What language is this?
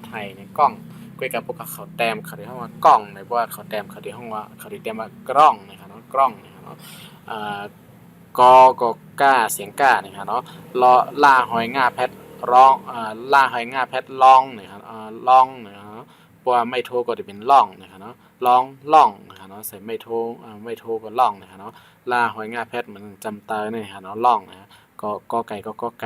Shan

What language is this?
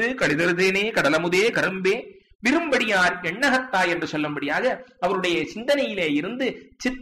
Tamil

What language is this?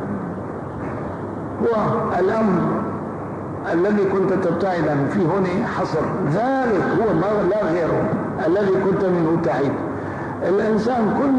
Arabic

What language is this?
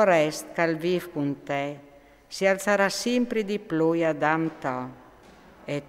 Friulian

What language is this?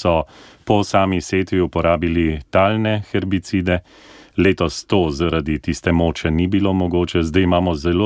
Slovenian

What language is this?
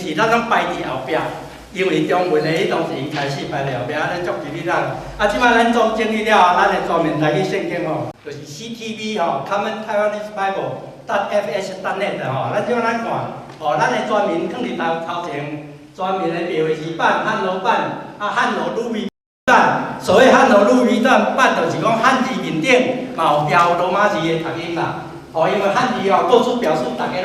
Min Nan Chinese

